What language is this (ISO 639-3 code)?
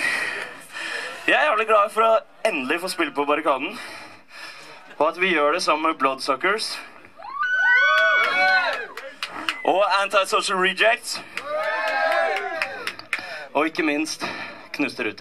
nor